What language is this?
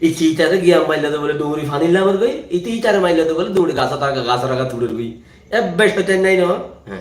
Rohingya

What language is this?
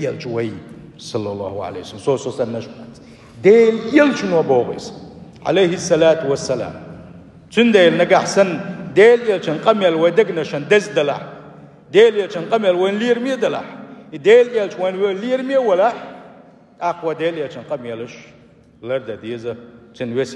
Chechen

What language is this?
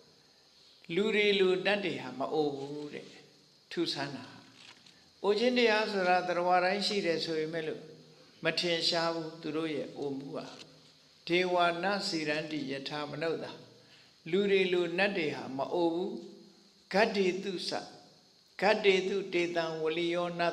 Burmese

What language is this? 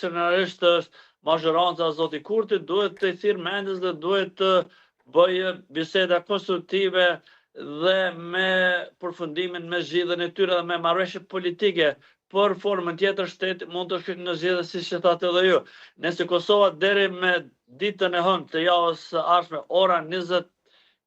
Albanian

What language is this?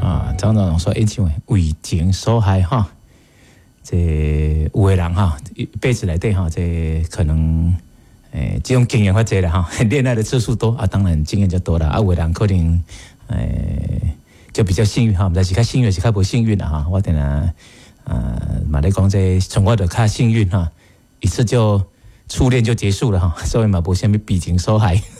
Min Nan Chinese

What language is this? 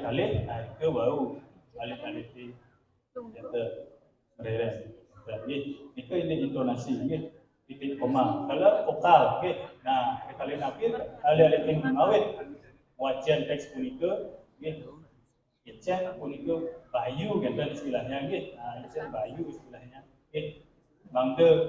Balinese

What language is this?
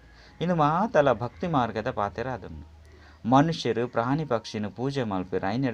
Tulu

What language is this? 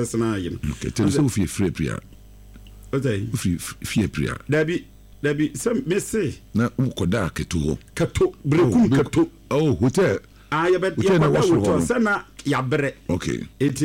Akan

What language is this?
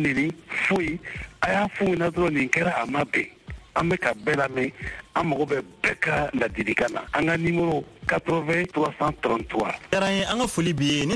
Bambara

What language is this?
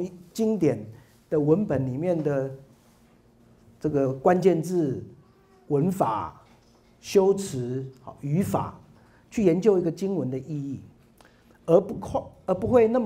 Chinese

